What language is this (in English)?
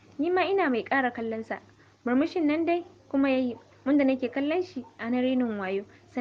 Hausa